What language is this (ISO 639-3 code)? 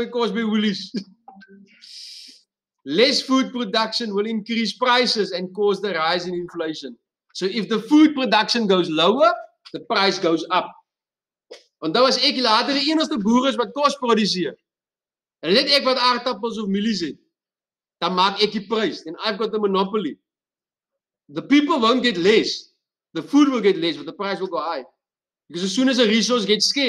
afr